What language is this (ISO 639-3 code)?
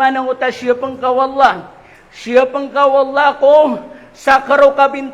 mrw